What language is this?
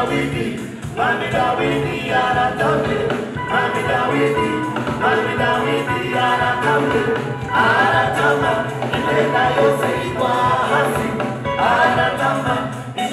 Kinyarwanda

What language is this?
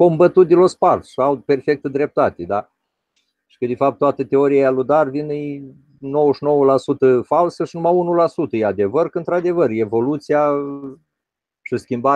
Romanian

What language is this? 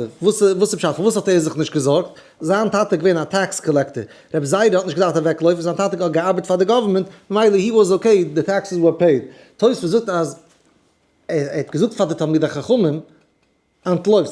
Yiddish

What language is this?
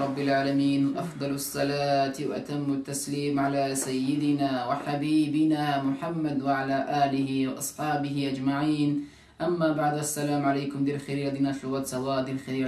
Avaric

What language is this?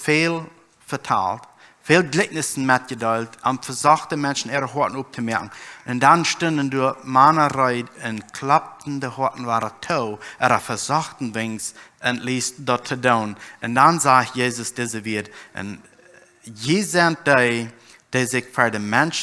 Plautdietsch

